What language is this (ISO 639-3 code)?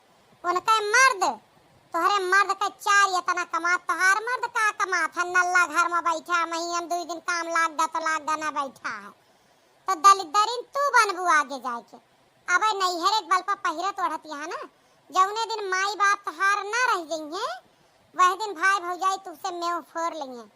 awa